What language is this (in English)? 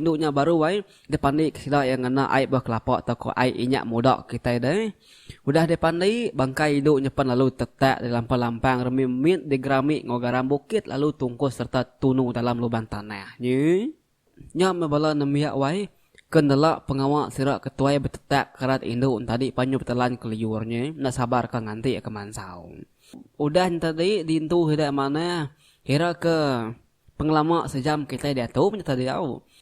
Iban